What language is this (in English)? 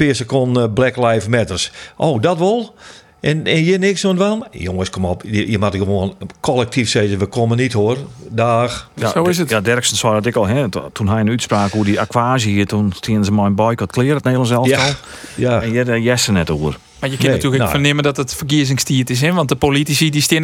Western Frisian